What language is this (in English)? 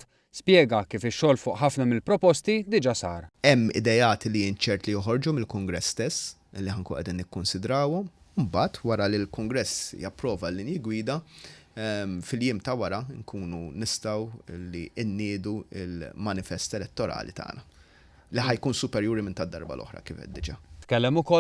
Maltese